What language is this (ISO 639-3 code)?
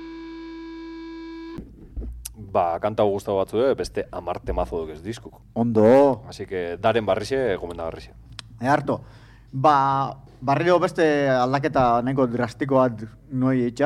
eus